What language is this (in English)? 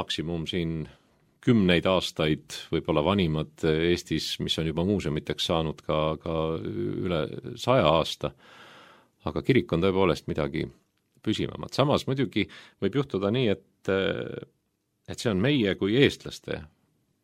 Estonian